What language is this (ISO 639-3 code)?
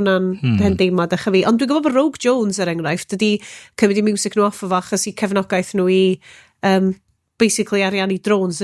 cym